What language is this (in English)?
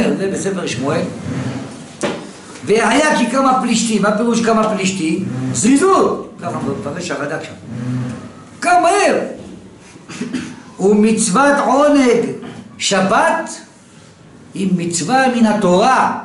Hebrew